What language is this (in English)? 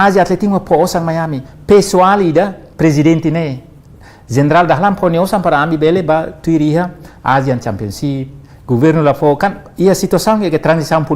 Tetum